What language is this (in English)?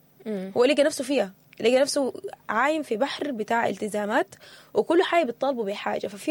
Sudanese Arabic